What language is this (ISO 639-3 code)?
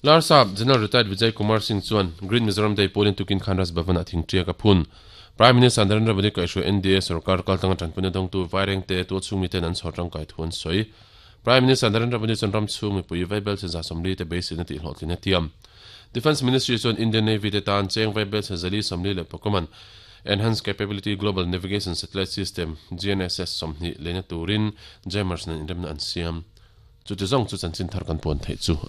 lus